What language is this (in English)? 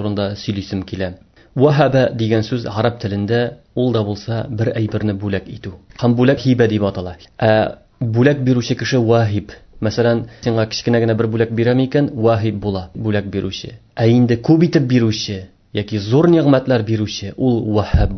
Tatar